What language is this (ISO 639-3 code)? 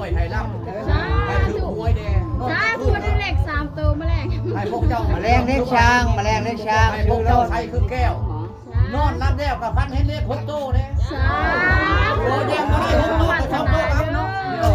lao